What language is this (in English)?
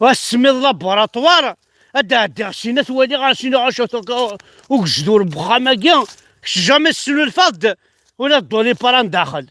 Kabyle